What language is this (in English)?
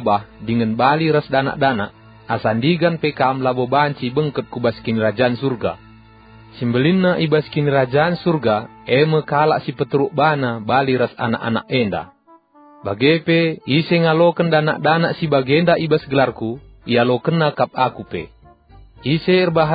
Batak Karo